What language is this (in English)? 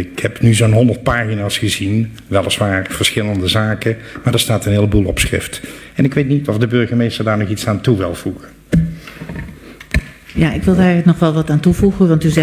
Dutch